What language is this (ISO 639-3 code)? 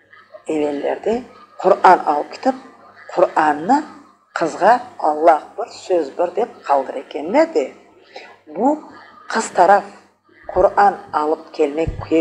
crh